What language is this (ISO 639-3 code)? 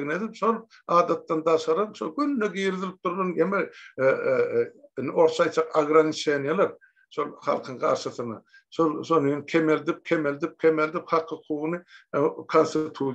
tuk